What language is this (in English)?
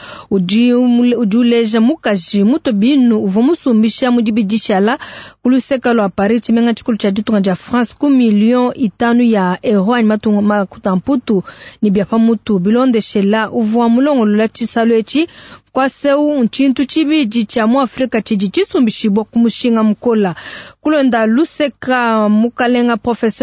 Luba-Lulua